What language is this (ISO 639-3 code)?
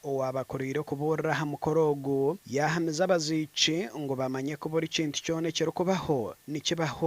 nyn